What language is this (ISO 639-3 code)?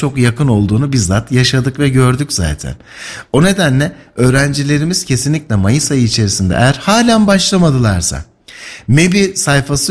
tur